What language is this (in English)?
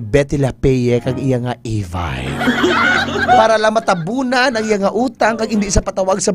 Hiligaynon